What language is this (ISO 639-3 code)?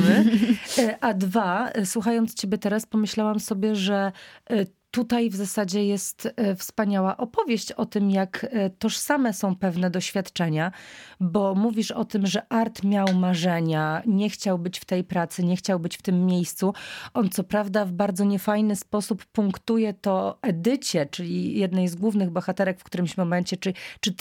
pol